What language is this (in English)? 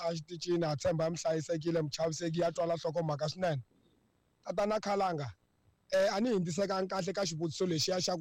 Tsonga